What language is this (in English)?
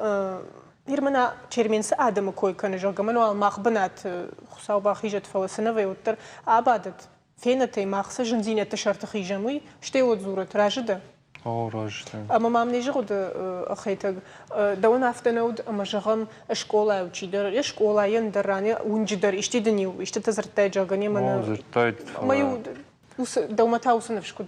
Ossetic